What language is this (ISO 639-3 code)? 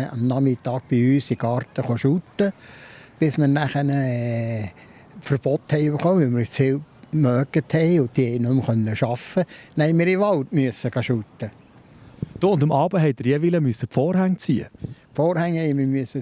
gsw